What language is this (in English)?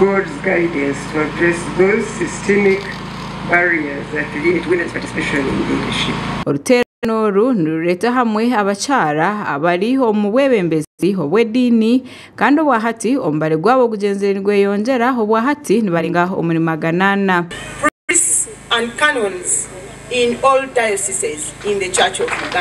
Nyankole